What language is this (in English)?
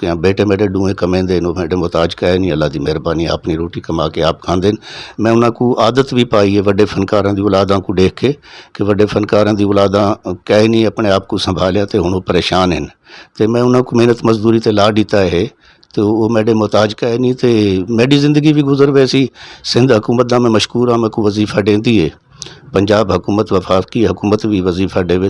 Saraiki